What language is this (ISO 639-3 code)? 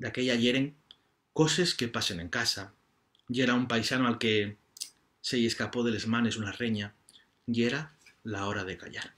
ast